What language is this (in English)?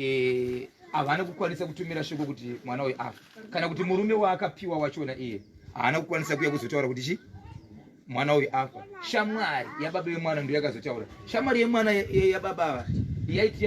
Shona